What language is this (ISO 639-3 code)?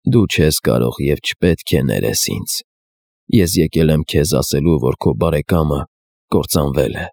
hye